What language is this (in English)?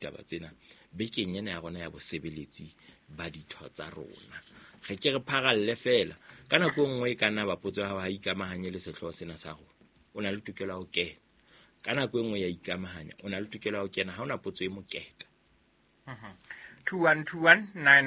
Southern Sotho